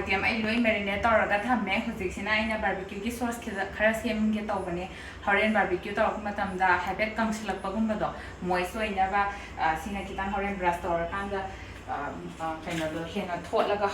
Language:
Manipuri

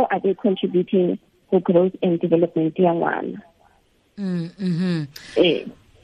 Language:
Tswana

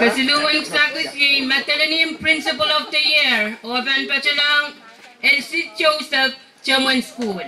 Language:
Pohnpeian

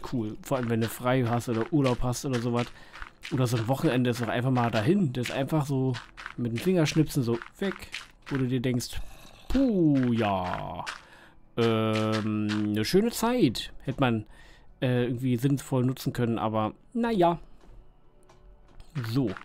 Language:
German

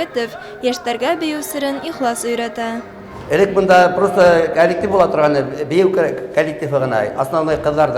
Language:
Bashkir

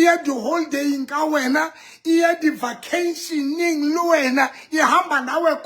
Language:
Southern Sotho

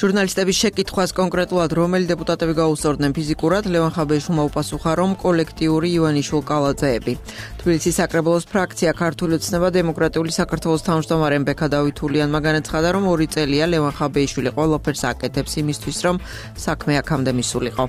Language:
Georgian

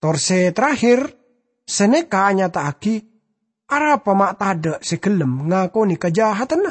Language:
Madurese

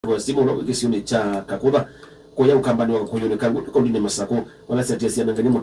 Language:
Kamba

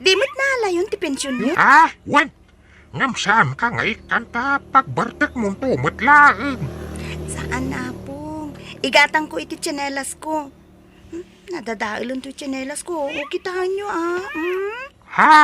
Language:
Iloko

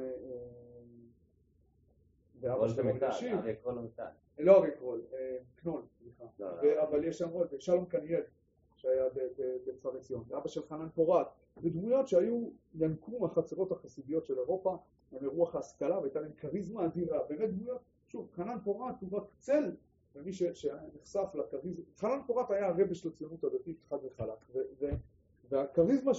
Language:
Hebrew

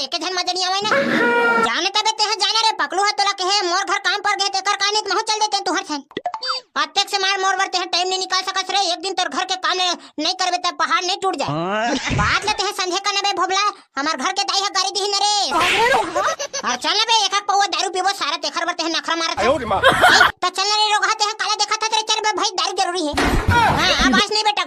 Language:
Chhattisgarhi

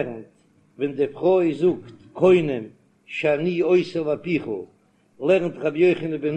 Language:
Yiddish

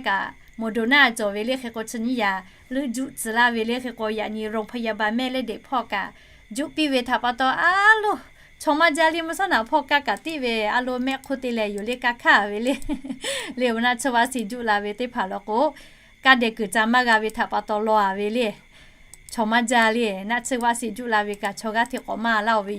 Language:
Lahu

